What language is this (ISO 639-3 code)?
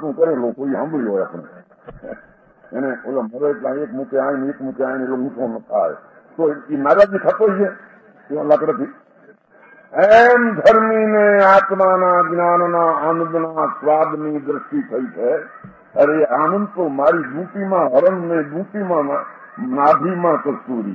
guj